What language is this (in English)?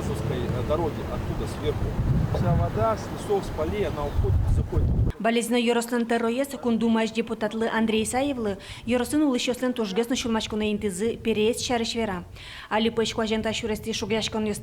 Udmurt